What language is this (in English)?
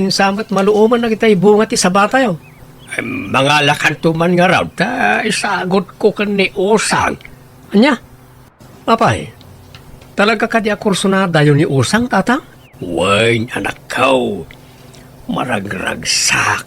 Iloko